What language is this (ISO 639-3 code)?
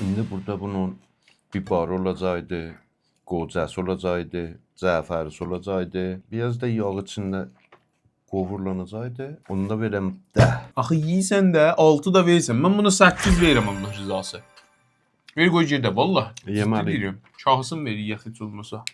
azb